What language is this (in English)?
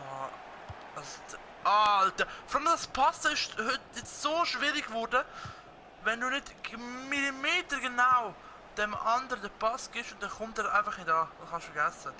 Swiss German